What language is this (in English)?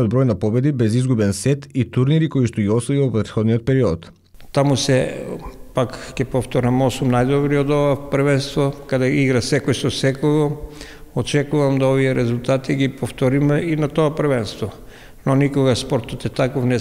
Macedonian